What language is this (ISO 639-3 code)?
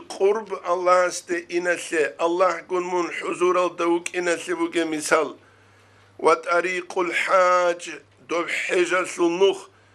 ava